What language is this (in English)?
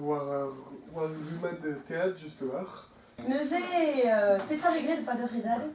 Breton